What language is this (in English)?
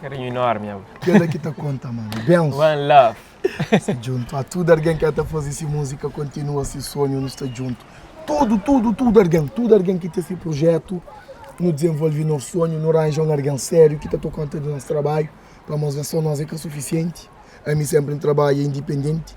Kabuverdianu